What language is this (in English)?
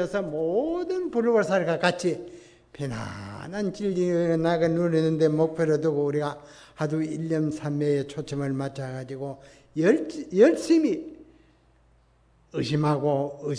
Korean